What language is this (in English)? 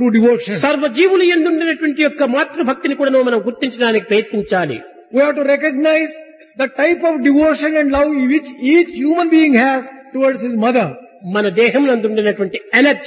Telugu